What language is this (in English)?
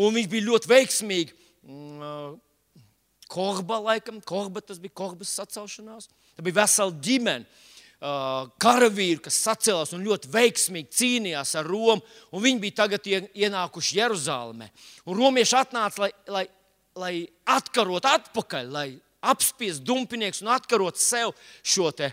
Latvian